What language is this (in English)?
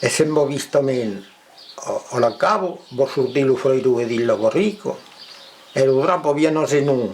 Occitan